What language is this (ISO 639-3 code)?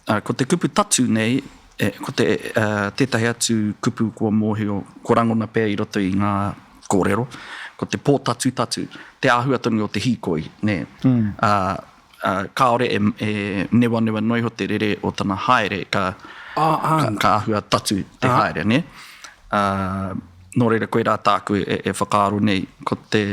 mri